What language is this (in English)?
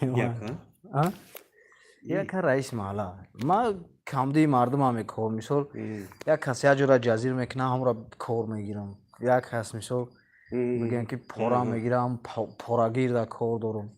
Tajik